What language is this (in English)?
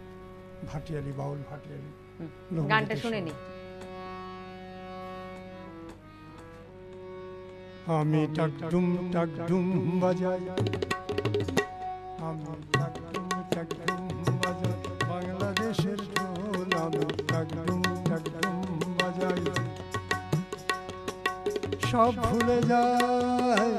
Bangla